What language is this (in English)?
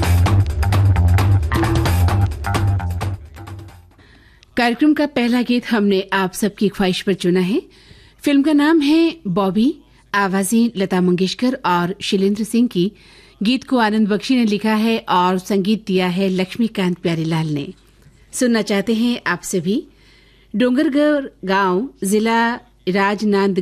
Hindi